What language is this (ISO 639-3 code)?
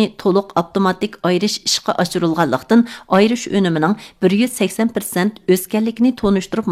uig